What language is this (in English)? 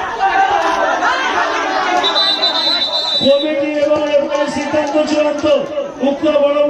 Bangla